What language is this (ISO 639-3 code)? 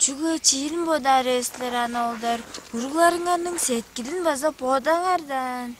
tyv